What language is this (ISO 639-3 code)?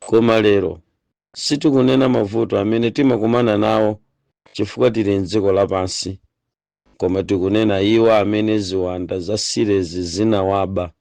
nya